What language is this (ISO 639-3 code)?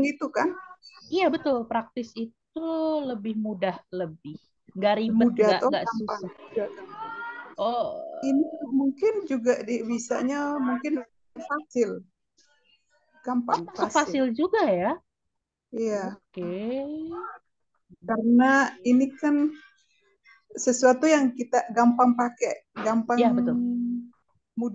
ind